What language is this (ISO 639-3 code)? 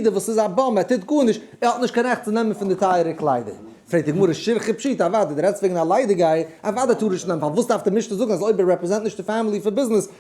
yid